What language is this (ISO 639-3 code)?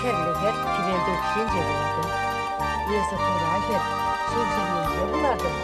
chv